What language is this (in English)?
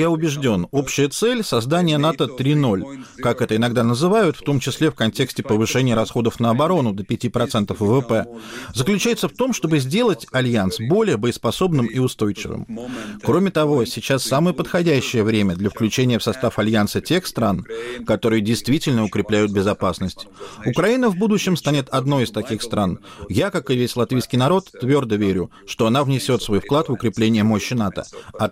Russian